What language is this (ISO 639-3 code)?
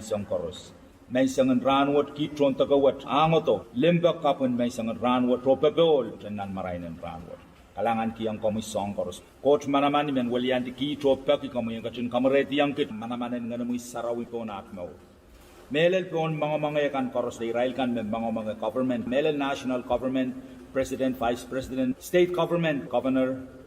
pon